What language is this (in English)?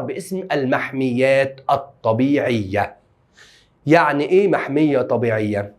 Egyptian Arabic